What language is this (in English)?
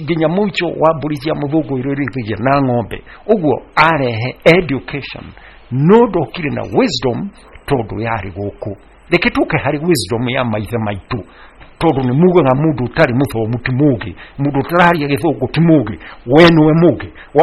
Kikuyu